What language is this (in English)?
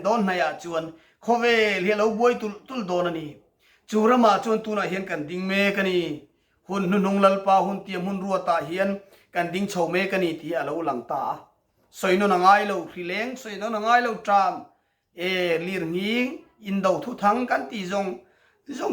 Mizo